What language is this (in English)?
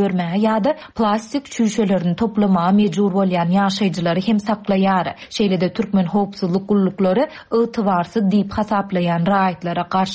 Turkmen